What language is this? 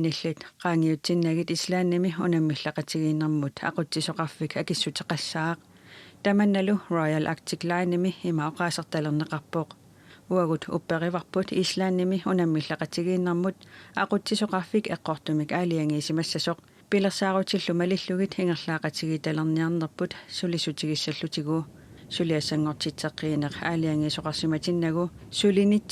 Kalaallisut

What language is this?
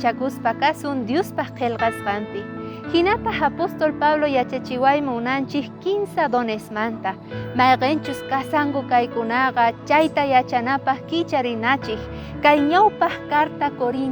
South Bolivian Quechua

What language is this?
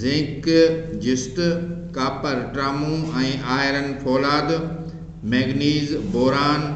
Sindhi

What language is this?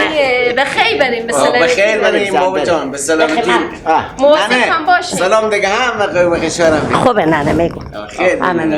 Persian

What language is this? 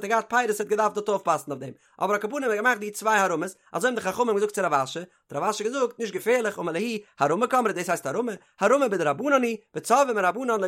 Yiddish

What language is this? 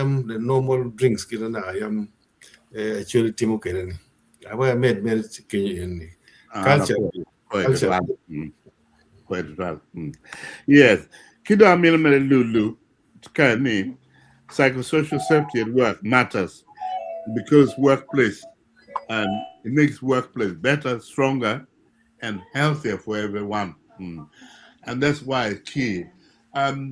Acoli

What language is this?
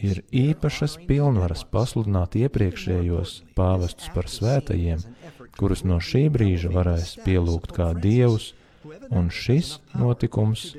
Latvian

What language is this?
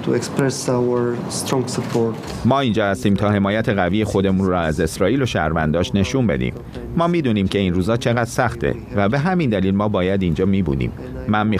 Persian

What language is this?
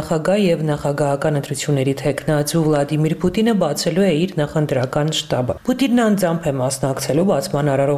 Armenian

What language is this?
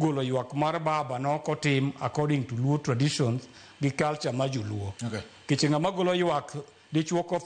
Luo (Kenya and Tanzania)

